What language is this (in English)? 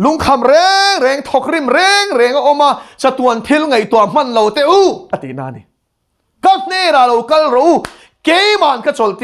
Mizo